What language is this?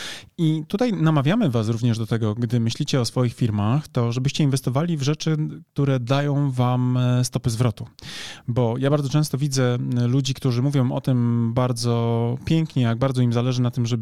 Polish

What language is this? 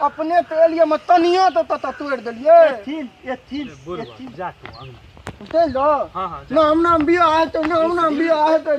Maithili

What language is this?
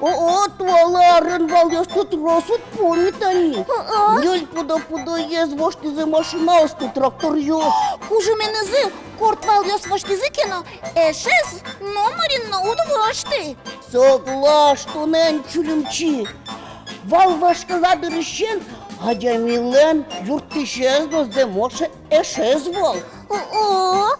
Udmurt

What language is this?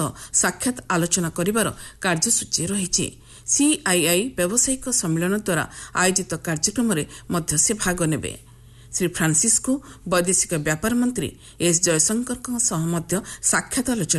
Odia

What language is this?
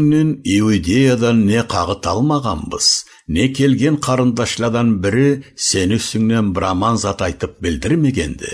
Karachay-Balkar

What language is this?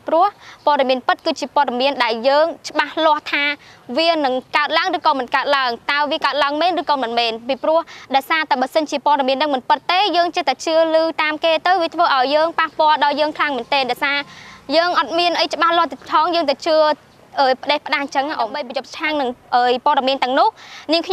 Khmer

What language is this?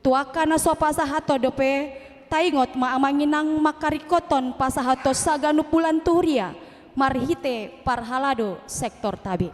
Batak Toba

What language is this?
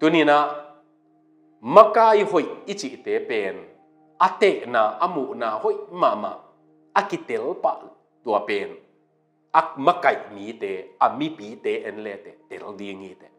Tedim Chin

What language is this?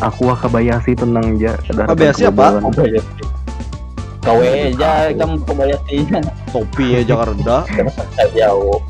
Banjar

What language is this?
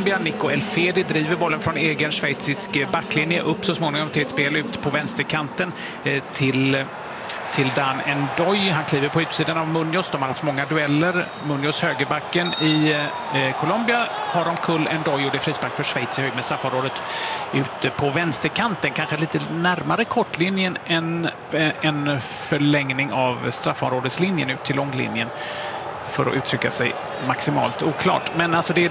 Swedish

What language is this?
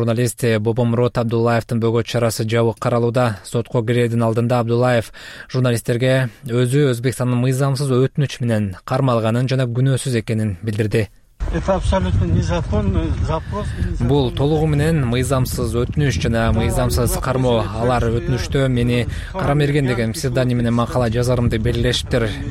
Kyrgyz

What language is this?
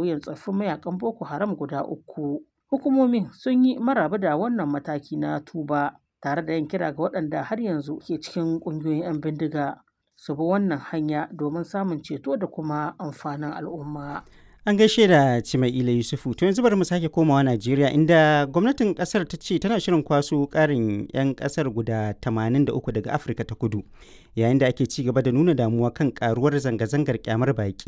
Hausa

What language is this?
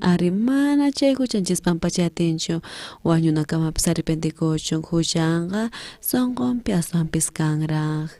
South Bolivian Quechua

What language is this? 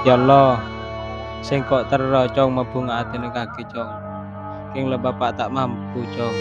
Madurese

